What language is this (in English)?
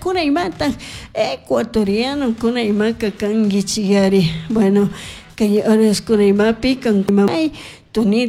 Chimborazo Highland Quichua